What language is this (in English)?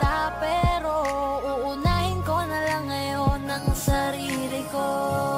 Filipino